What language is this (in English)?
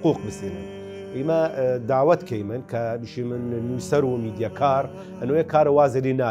Southern Kurdish